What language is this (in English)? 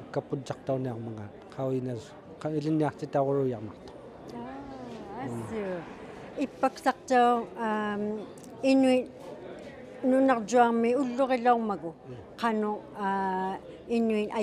Inuktitut